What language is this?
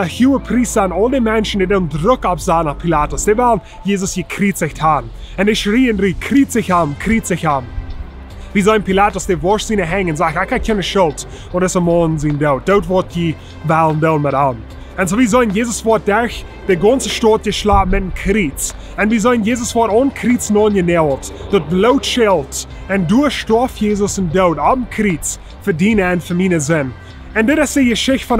Plautdietsch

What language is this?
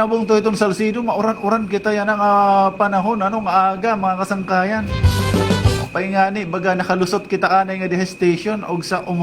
Waray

